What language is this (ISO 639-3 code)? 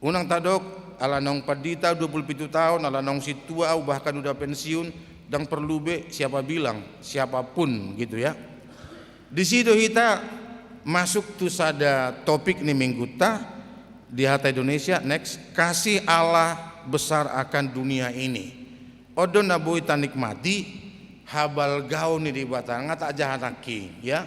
bbc